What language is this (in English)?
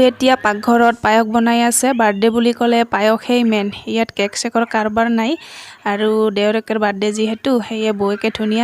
Assamese